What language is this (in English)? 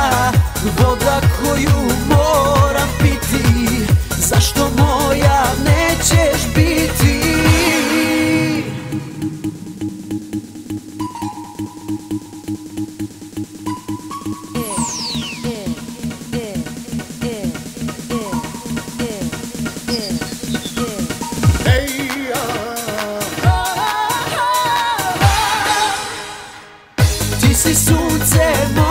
Croatian